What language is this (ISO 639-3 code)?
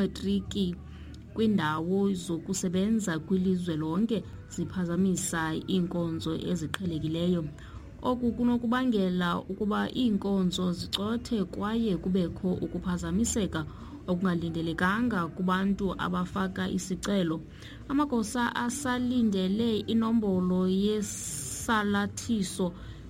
xho